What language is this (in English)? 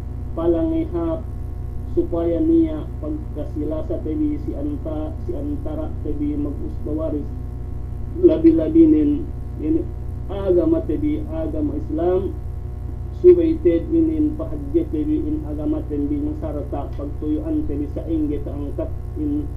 Yakan